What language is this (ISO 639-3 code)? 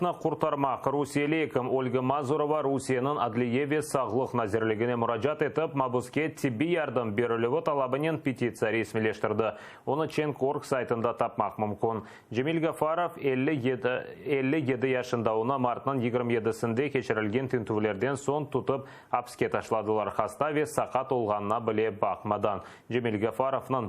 crh